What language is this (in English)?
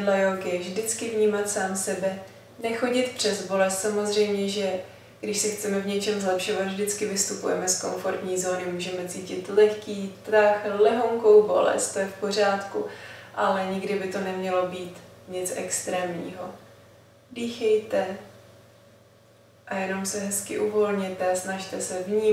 Czech